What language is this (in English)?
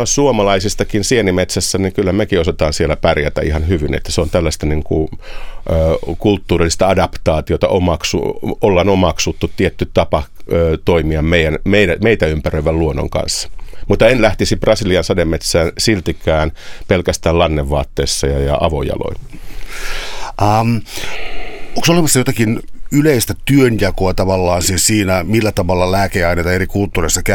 Finnish